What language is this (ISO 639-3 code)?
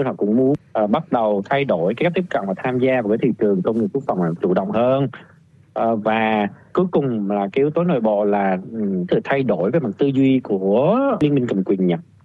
vie